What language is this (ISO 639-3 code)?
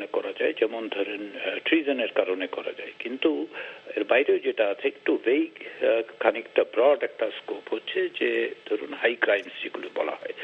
ben